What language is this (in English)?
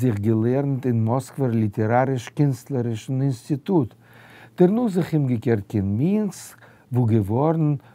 Yiddish